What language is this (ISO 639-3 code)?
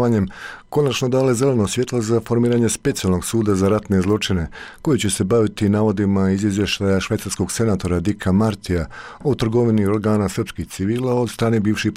bos